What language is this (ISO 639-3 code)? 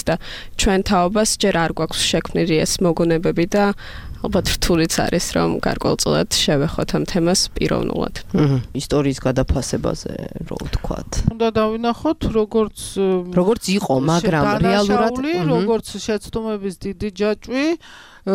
kat